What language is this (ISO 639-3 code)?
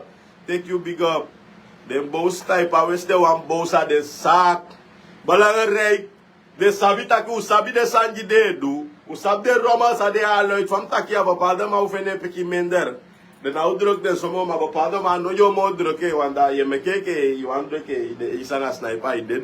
srn